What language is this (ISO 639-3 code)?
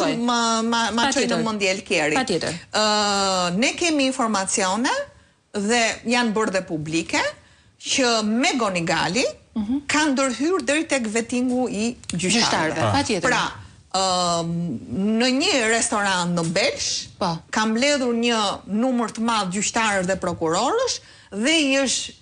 sqi